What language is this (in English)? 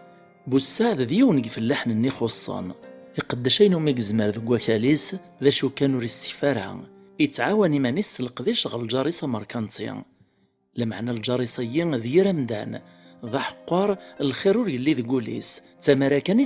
Kabyle